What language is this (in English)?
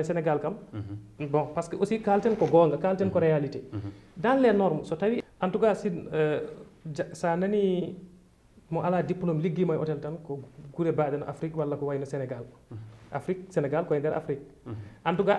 Fula